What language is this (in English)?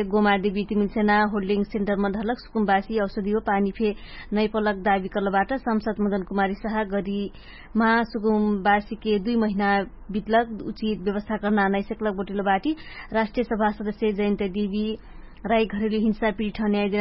Dangaura Tharu